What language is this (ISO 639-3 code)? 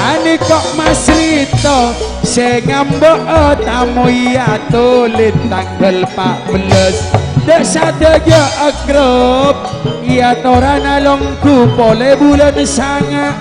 mad